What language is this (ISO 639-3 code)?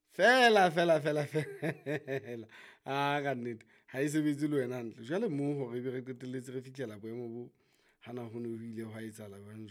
sot